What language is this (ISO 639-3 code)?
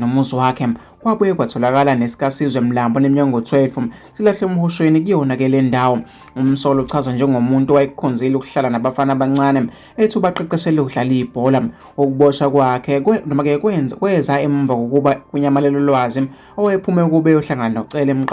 zul